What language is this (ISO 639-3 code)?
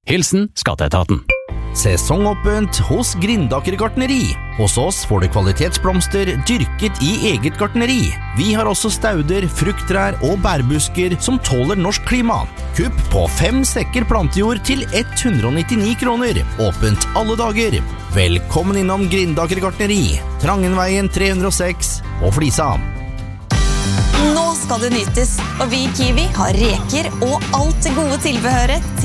nor